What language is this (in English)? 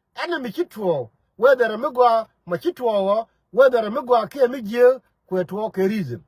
Nuer